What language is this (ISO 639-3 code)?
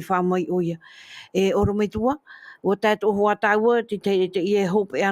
tah